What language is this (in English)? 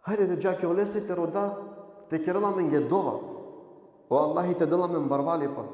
Balkan Romani